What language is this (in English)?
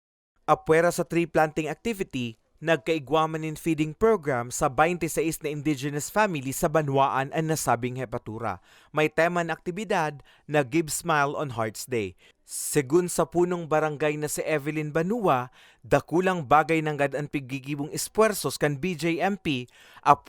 Bikol